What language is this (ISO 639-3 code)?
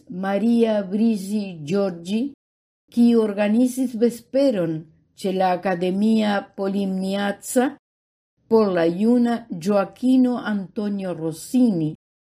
epo